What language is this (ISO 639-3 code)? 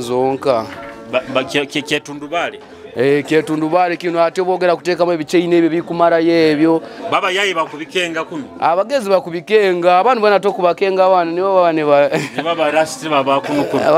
nyo